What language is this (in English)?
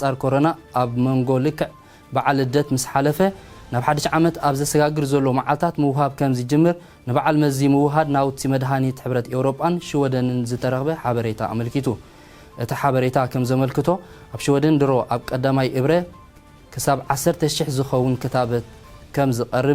Tigrinya